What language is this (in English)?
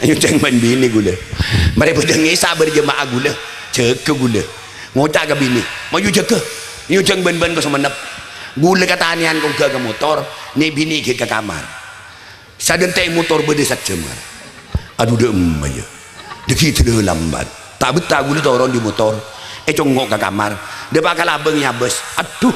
Madurese